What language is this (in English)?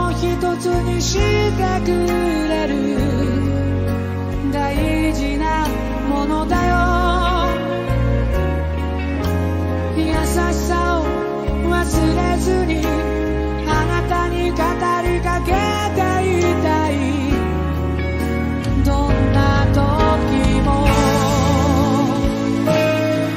Japanese